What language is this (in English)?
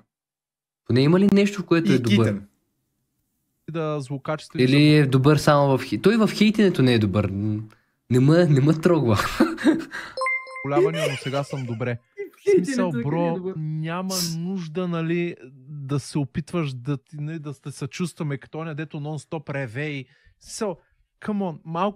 Bulgarian